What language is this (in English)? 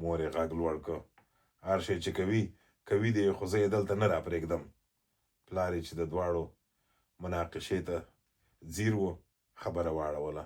Pashto